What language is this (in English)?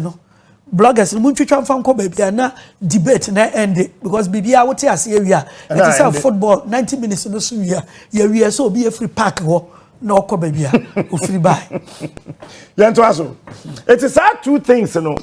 Akan